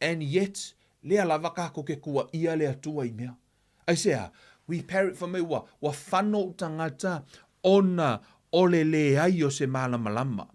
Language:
Samoan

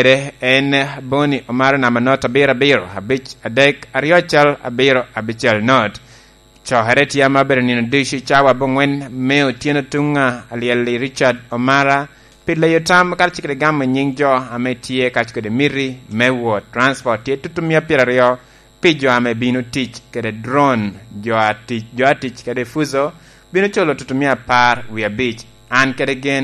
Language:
Lango (Uganda)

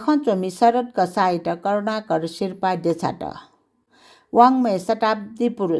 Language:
Newari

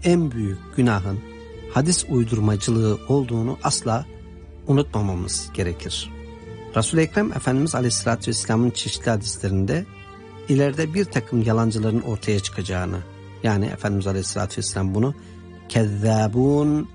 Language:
Turkish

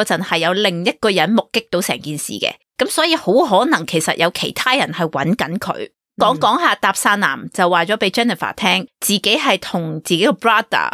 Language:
Cantonese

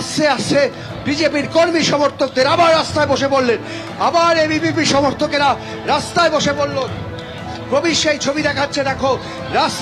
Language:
Bangla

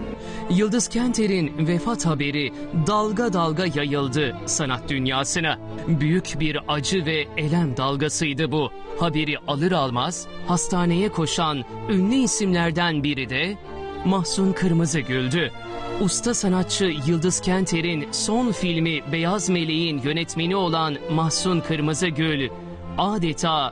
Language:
Turkish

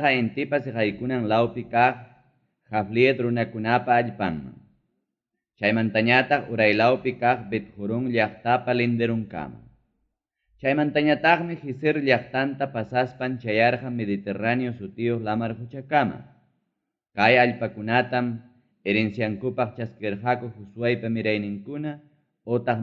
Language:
Ayacucho Quechua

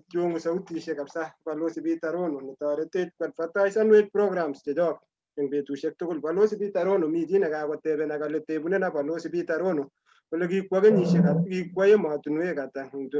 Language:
Kalenjin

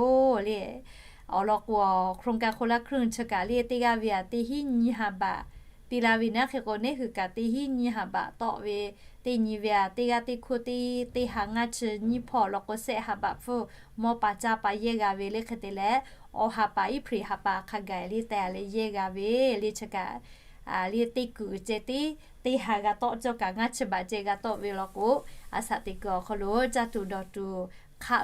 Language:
Lahu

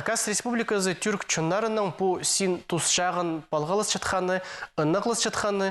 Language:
Khakas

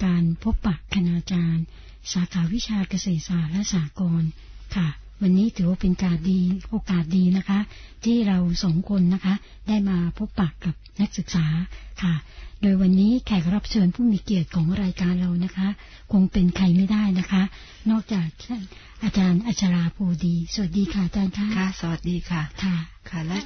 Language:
Thai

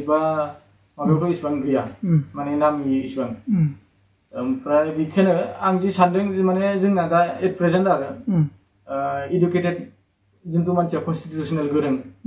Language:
Bodo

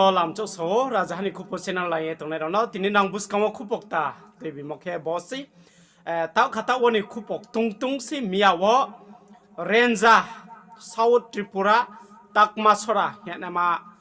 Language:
Riang (India)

